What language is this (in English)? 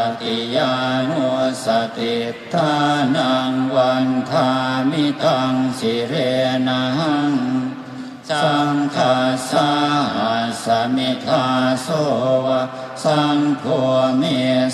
Pali